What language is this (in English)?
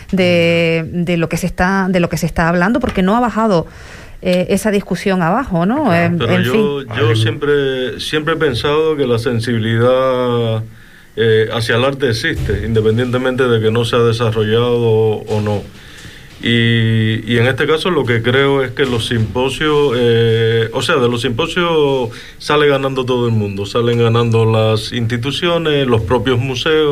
Spanish